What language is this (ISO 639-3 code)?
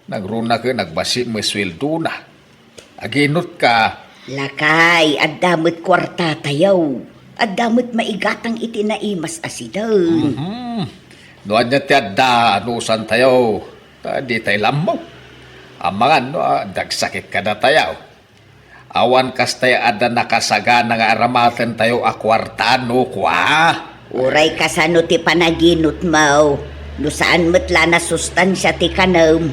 ilo